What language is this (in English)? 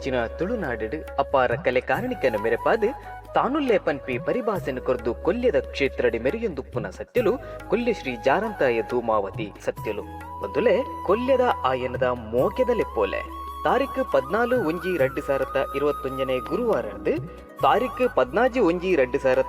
Tulu